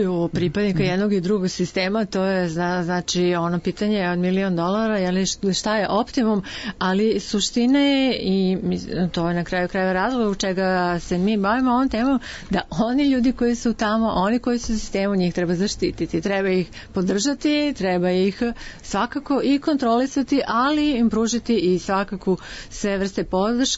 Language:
Serbian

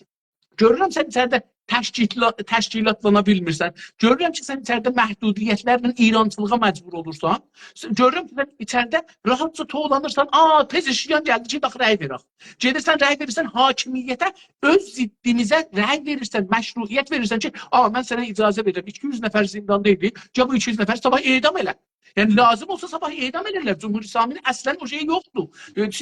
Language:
South Azerbaijani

